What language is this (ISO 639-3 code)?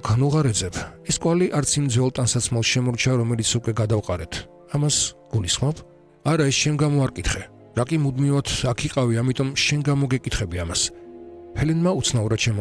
kat